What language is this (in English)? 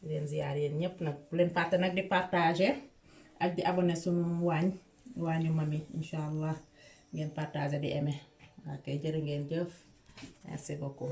Wolof